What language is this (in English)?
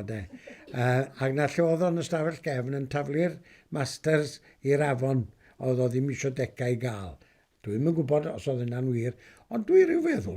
Welsh